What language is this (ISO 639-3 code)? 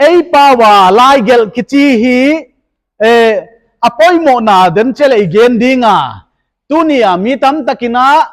pck